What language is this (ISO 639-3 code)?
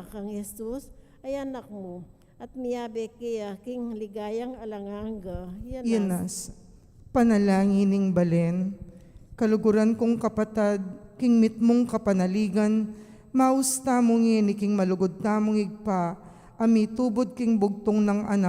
pam